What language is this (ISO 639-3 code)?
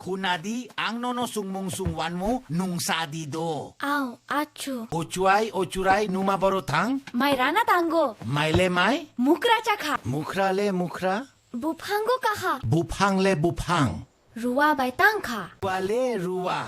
trp